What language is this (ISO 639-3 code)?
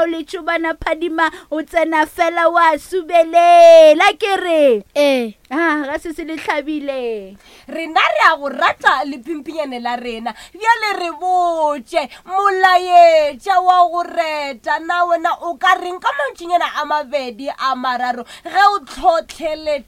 nso